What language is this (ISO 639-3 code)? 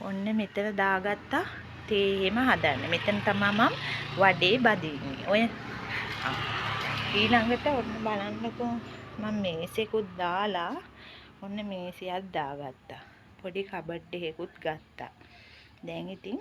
sin